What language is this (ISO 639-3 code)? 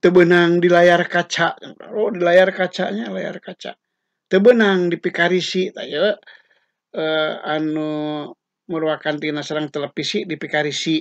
sun